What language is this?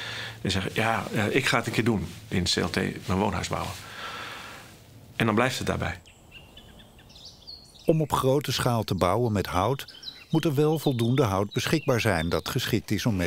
Dutch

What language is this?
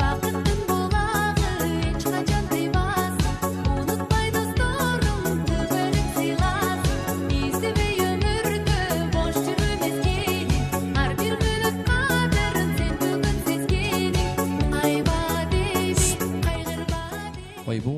Kara-Kalpak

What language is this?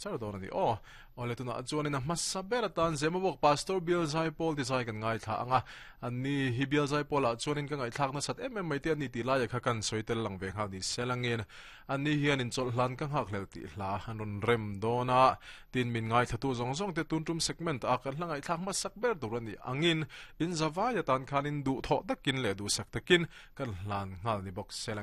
Mizo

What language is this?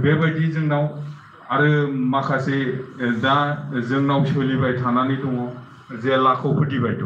Bodo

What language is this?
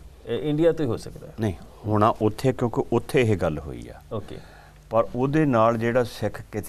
Punjabi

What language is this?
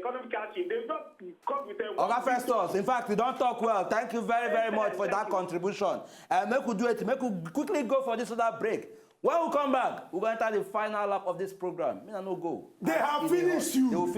Nigerian Pidgin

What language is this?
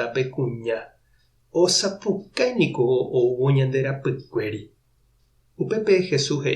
Guarani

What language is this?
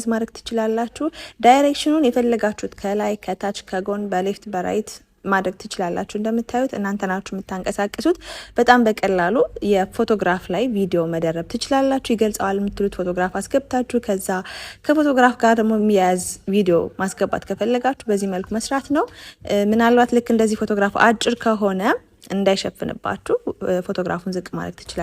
Amharic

